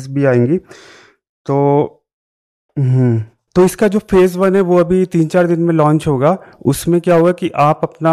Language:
Hindi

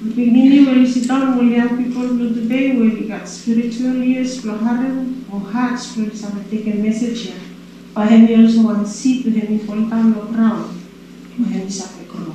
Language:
Bislama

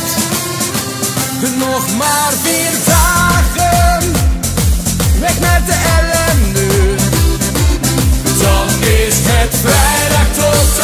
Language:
Dutch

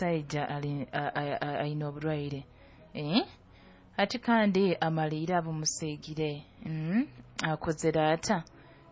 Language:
Nyoro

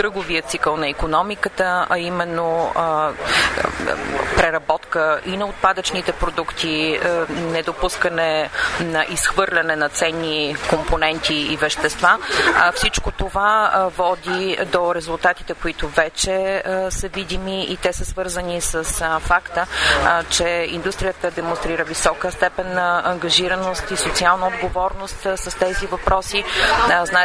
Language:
Bulgarian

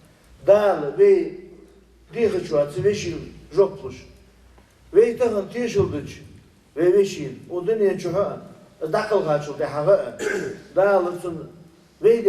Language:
Ingush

